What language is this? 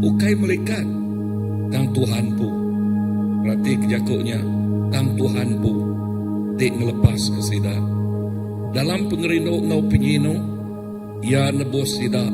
Iban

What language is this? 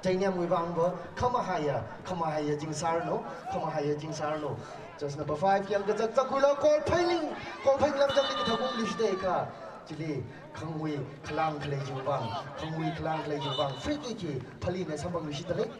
Tangkhul Naga (India)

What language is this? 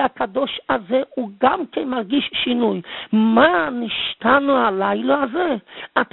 Hebrew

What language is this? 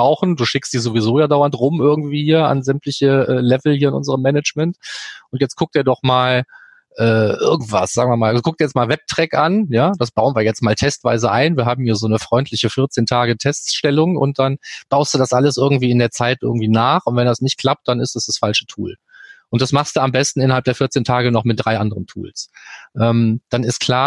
German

